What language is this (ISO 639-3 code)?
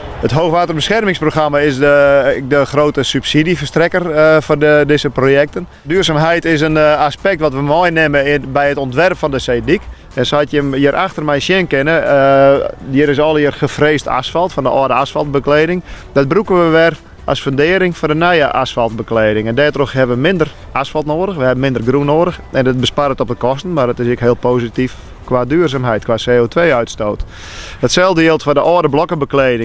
fry